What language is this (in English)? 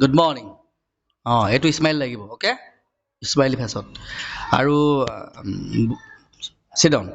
Assamese